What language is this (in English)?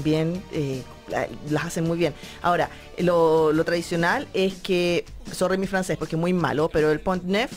Spanish